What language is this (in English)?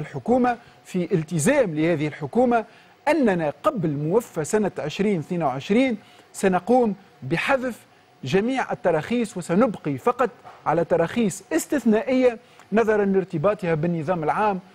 Tunisian Arabic